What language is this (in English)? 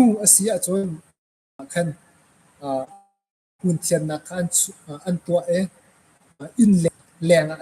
Hakha Chin